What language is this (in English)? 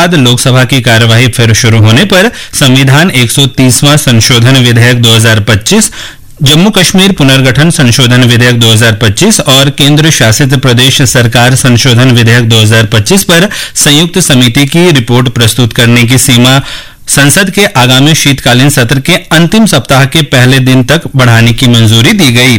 Hindi